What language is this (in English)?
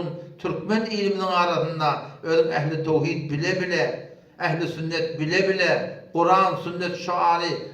Turkmen